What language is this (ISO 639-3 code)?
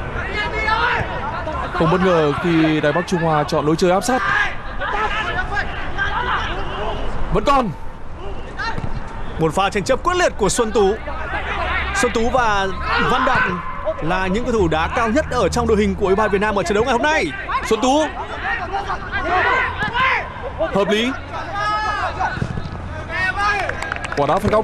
vie